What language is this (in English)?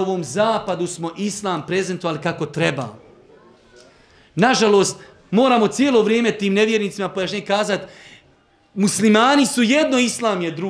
Bosnian